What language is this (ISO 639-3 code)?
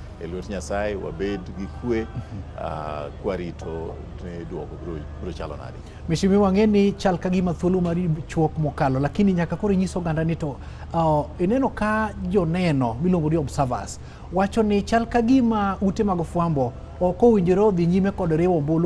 luo